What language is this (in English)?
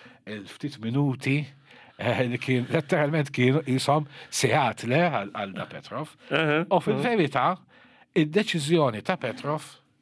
Maltese